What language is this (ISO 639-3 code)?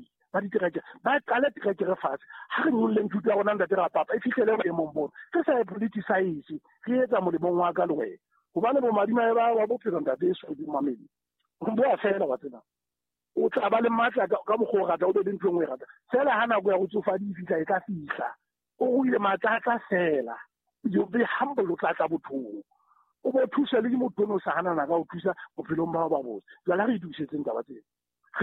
sot